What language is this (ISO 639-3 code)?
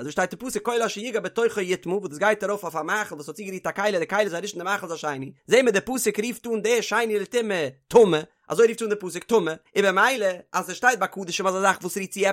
yid